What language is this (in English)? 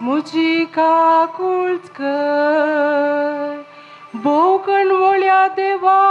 Konkani